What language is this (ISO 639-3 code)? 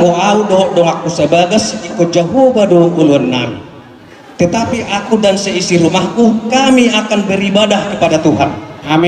bbc